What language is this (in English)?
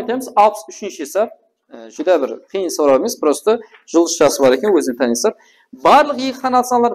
Kara-Kalpak